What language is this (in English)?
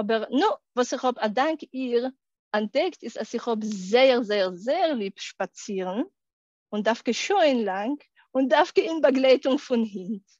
Yiddish